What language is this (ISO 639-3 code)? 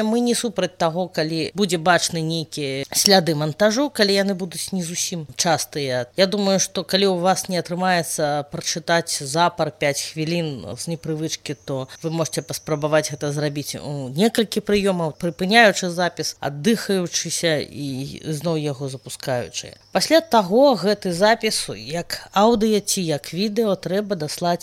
bel